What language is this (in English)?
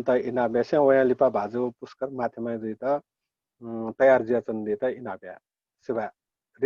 Newari